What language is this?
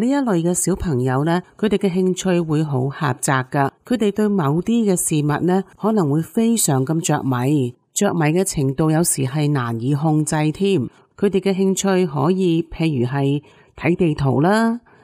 Cantonese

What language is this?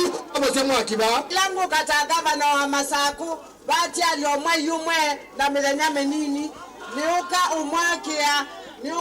Kamba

